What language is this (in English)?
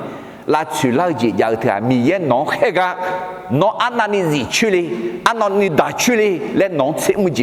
Akha